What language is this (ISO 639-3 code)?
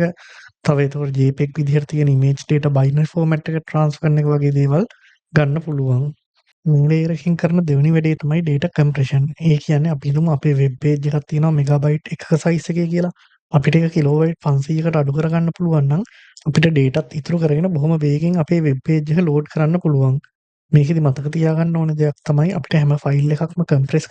sin